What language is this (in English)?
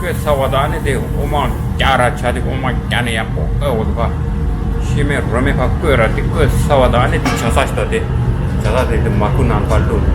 Tibetan